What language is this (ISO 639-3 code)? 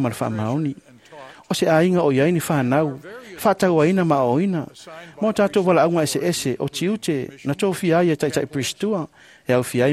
smo